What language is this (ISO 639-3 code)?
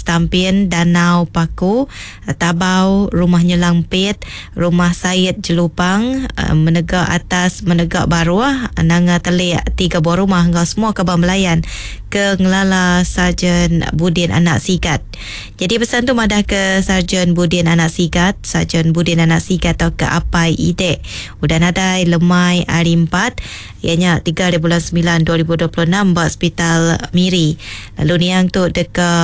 iba